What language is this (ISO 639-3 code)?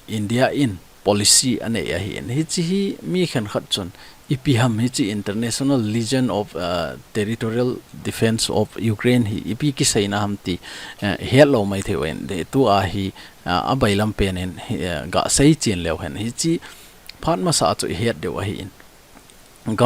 tcz